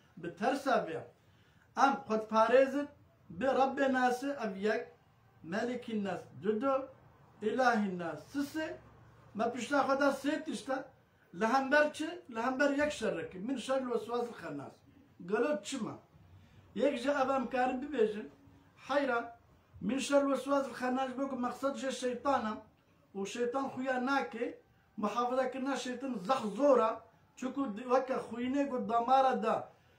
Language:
Kurdish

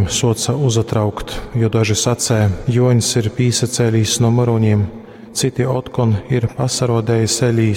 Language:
Latgalian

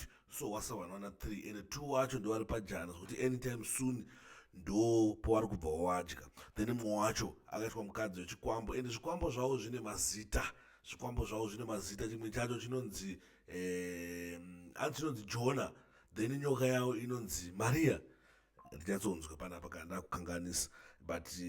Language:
Shona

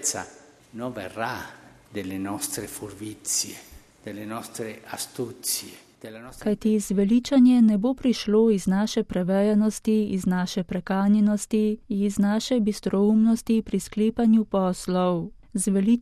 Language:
Slovenian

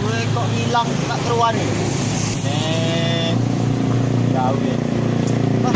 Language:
Musi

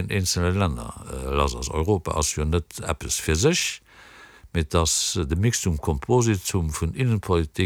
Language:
Luxembourgish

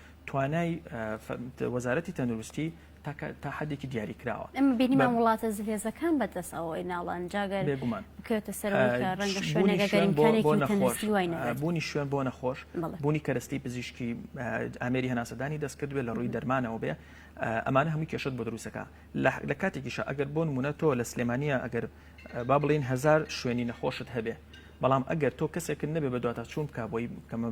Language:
Central Kurdish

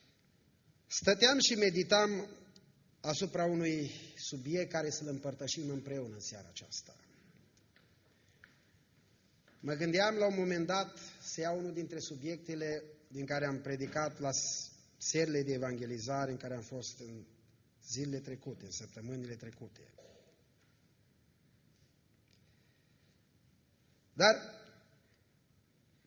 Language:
Romanian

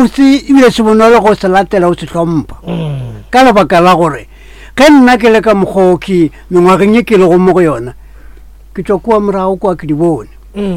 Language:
Northern Sotho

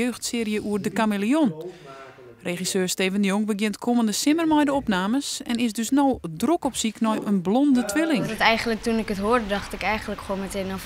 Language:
Western Frisian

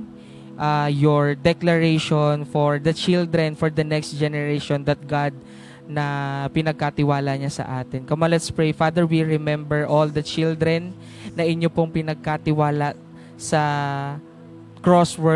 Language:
Filipino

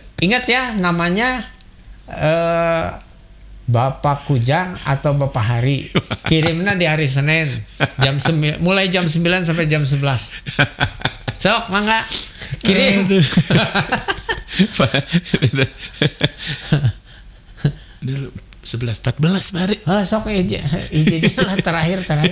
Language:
Indonesian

